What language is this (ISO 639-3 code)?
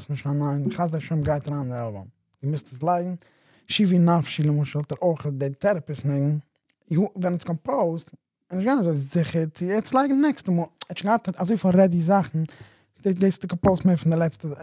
yid